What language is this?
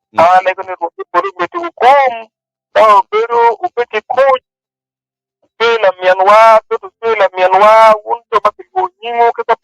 Acoli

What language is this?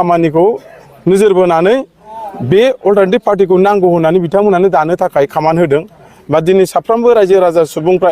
Bodo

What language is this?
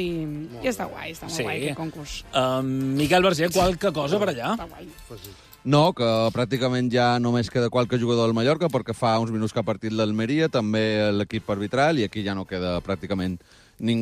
Catalan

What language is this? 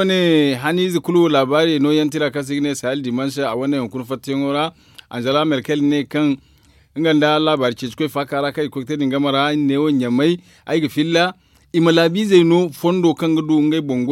Zarma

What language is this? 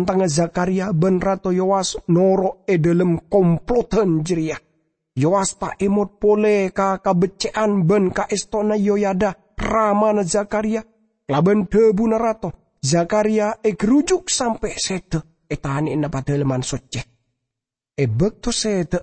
Madurese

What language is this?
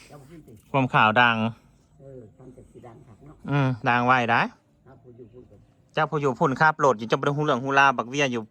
Northeastern Thai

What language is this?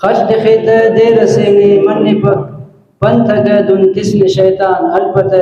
Brahui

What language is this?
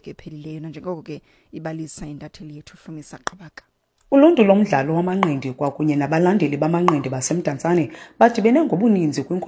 Xhosa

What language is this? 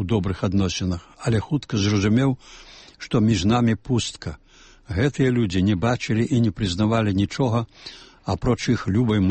Belarusian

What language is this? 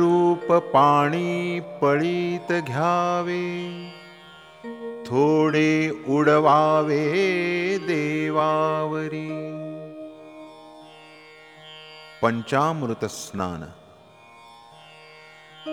Marathi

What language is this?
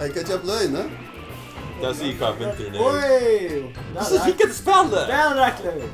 Faroese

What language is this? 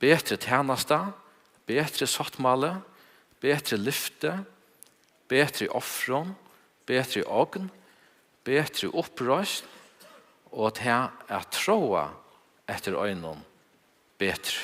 Faroese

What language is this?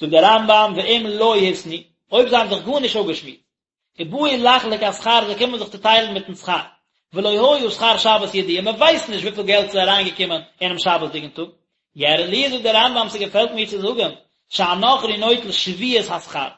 Yiddish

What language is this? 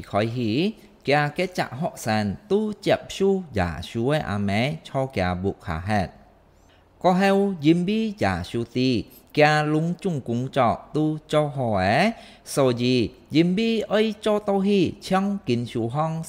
Hakka Chinese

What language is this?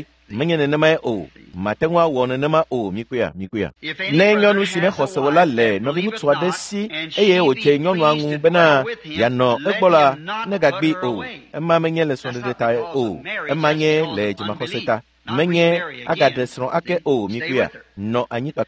Ewe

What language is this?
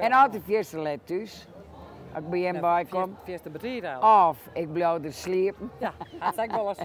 Western Frisian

